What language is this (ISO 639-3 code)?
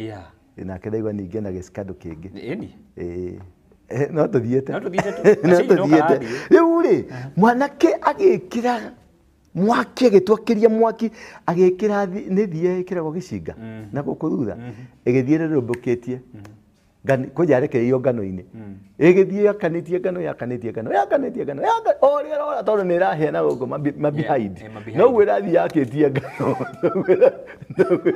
kik